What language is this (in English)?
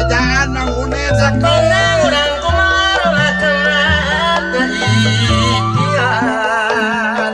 Sundanese